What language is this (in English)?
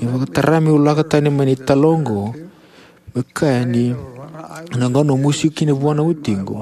Fijian